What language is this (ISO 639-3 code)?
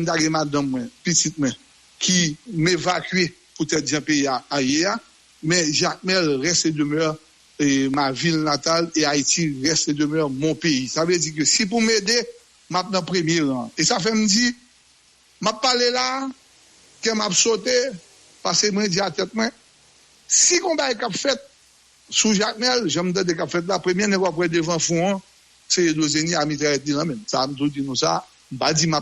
hat